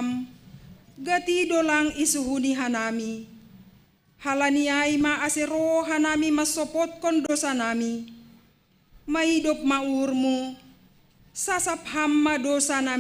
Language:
Batak Simalungun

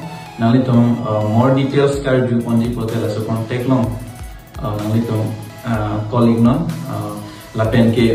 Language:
Karbi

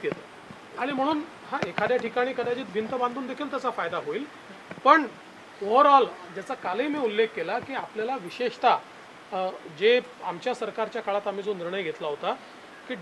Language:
Marathi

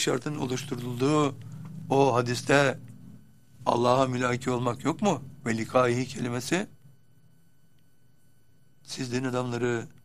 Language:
Turkish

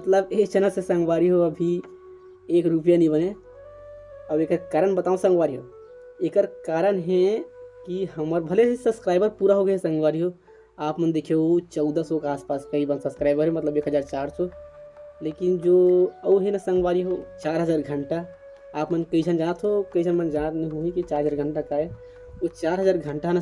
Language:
Chhattisgarhi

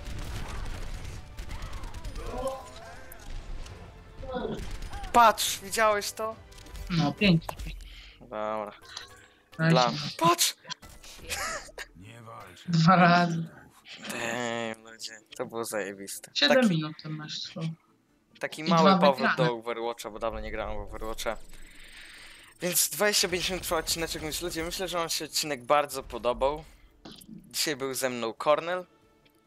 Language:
Polish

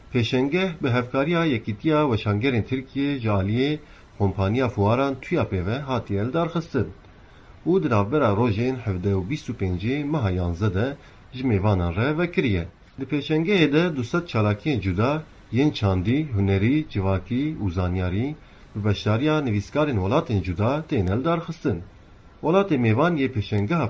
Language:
Kurdish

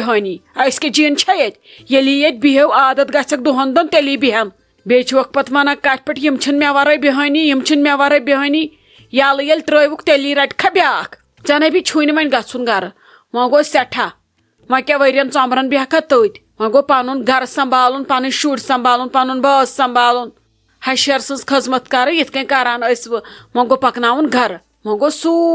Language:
Kashmiri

